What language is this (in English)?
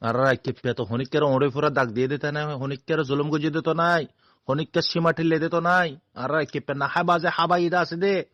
Rohingya